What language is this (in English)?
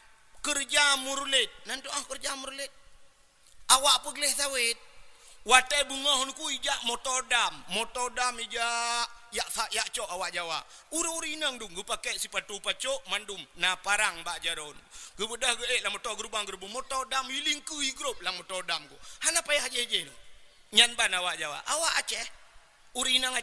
Achinese